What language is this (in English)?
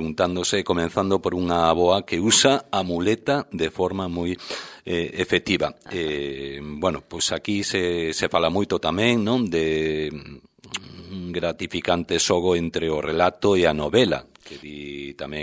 Galician